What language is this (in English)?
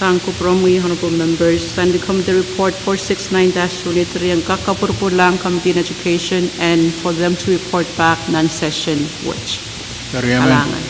Pohnpeian